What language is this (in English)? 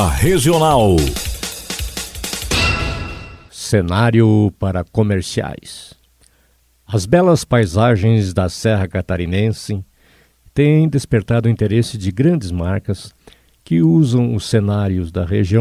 Portuguese